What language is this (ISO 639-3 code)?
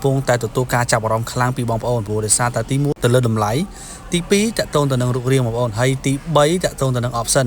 khm